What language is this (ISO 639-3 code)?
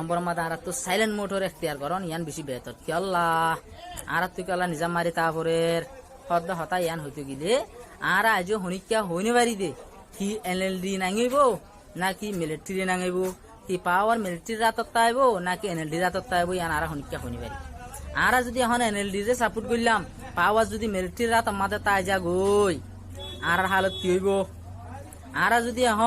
rhg